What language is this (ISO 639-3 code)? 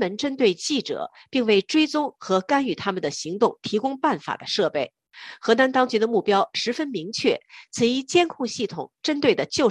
zho